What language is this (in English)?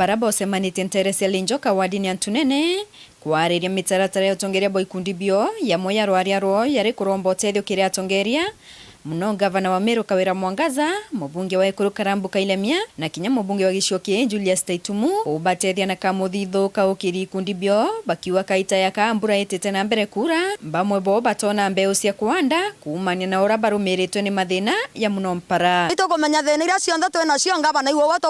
Meru